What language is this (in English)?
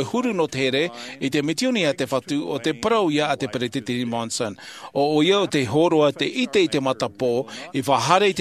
Tahitian